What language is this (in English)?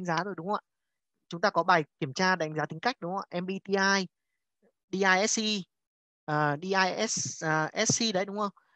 Vietnamese